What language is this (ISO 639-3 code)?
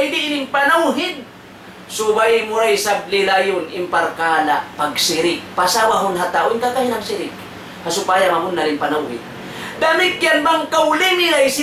tsg